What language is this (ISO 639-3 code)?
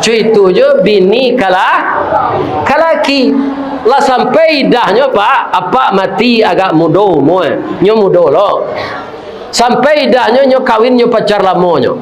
min